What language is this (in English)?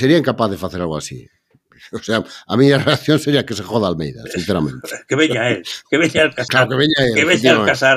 Galician